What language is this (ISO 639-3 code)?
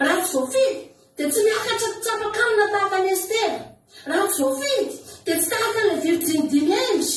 mlg